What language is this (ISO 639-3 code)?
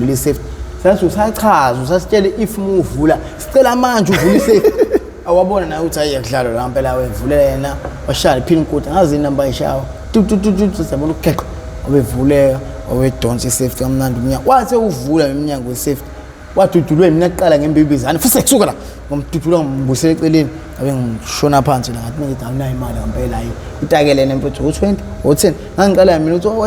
zul